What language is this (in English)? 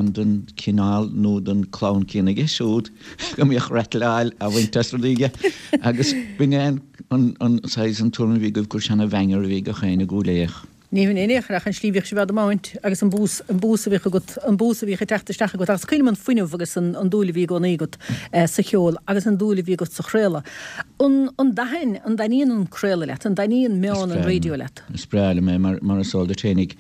Irish